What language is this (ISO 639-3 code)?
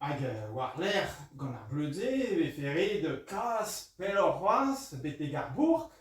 bre